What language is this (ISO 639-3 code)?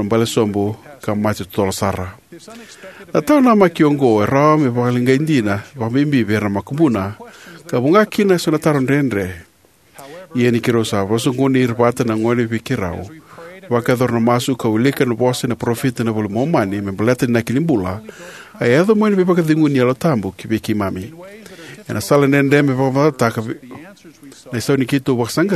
fij